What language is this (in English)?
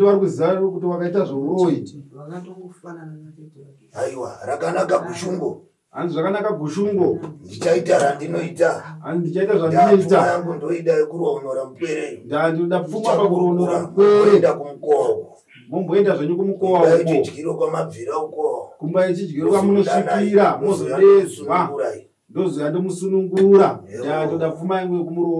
Shona